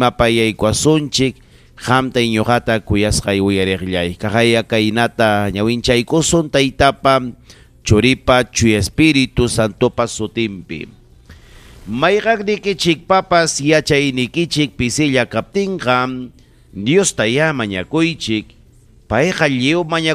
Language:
Ayacucho Quechua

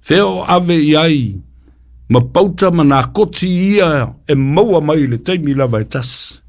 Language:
Samoan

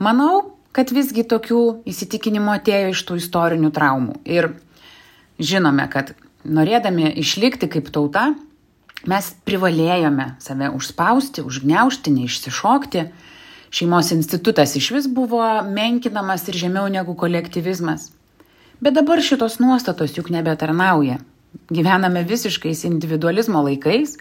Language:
Lithuanian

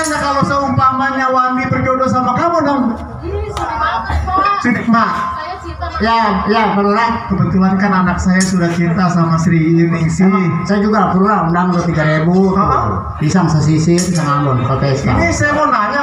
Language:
Betawi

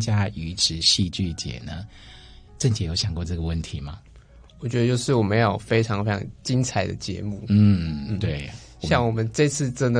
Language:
Chinese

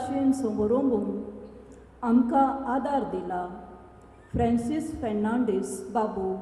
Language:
Konkani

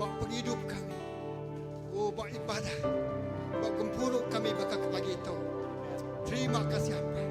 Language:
Iban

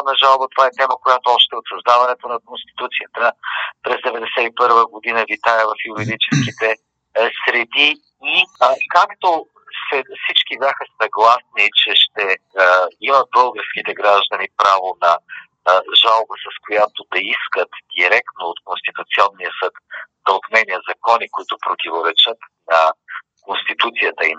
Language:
Bulgarian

